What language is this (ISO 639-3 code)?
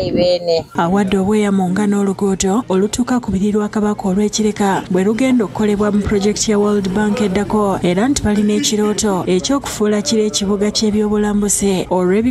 lug